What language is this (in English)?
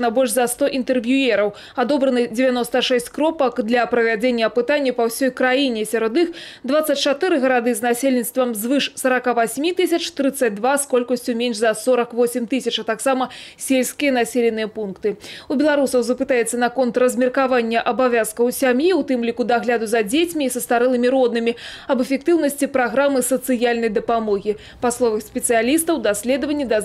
Belarusian